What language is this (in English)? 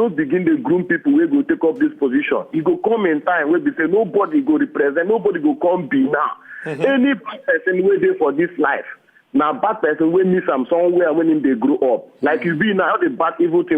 Nigerian Pidgin